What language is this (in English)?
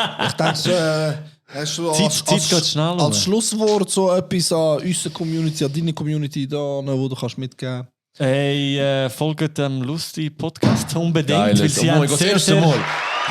Swiss German